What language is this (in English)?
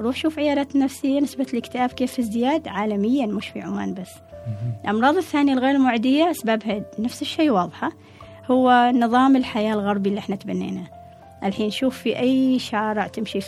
Gulf Arabic